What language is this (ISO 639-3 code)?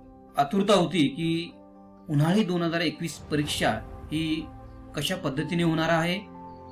mar